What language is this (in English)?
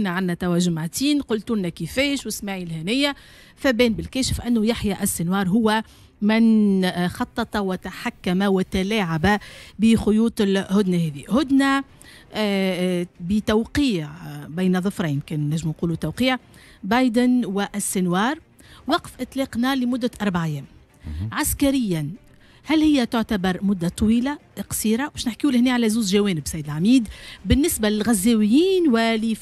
Tunisian Arabic